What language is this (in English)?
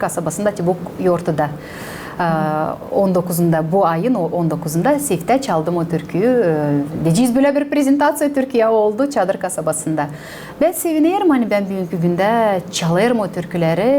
Gagauz